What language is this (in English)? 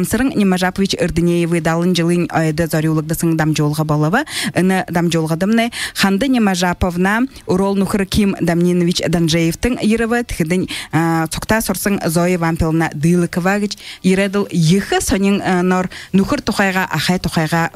Buriat